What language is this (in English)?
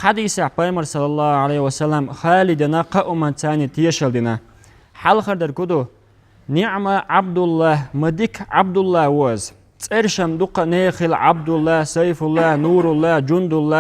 Chechen